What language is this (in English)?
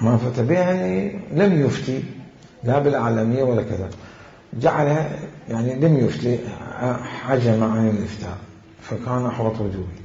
Mesopotamian Arabic